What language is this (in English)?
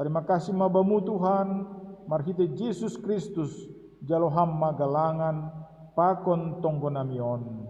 Batak Simalungun